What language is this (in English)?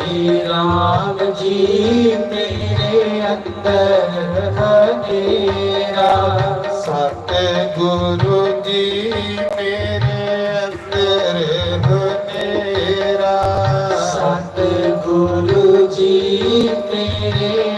Dogri